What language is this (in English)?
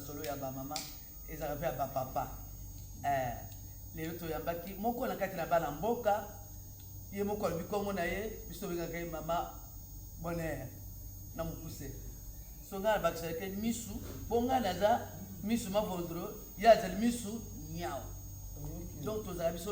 Lingala